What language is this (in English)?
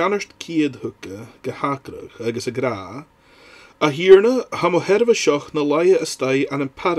Scottish Gaelic